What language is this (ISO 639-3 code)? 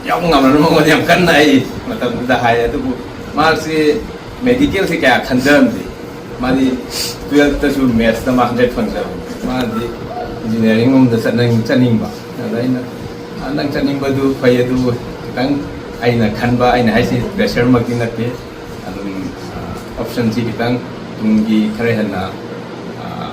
mni